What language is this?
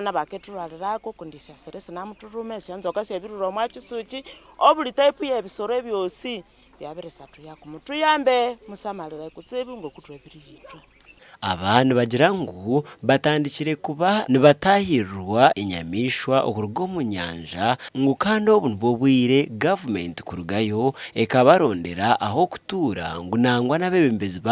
Nyankole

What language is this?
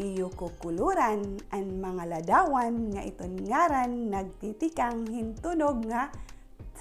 Waray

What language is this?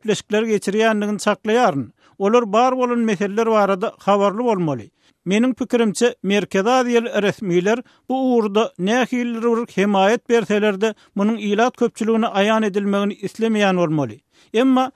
Turkmen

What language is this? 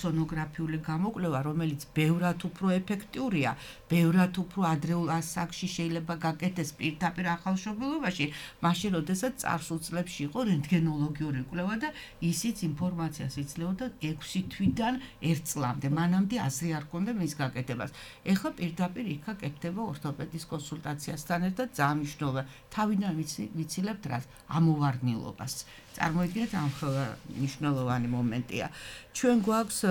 Georgian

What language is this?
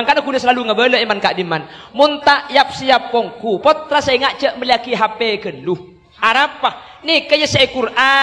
Madurese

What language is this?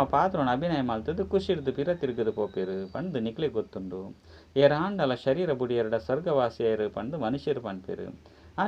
Tulu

